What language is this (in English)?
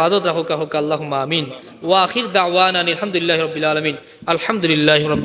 Sylheti